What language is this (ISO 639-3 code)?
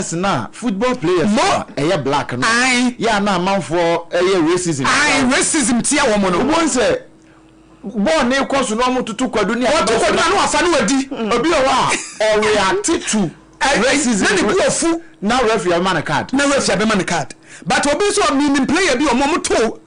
aka